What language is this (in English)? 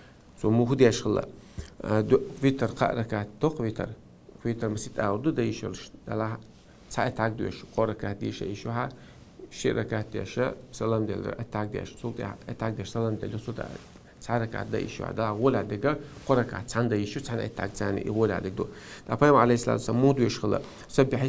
Chechen